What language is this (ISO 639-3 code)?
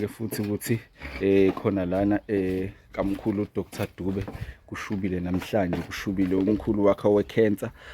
zul